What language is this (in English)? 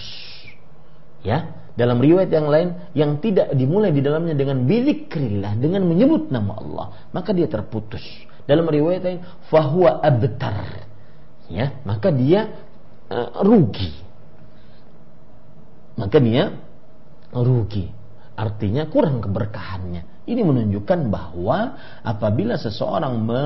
Indonesian